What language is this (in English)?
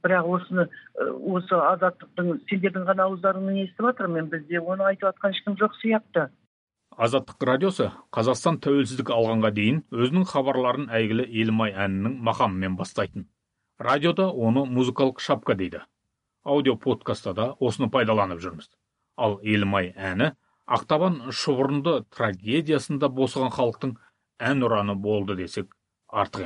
Kazakh